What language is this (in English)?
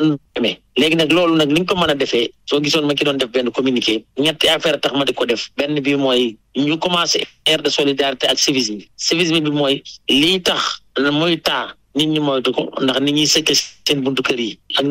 Wolof